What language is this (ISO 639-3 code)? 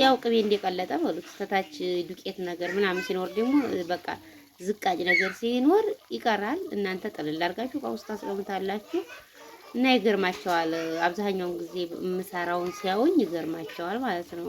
amh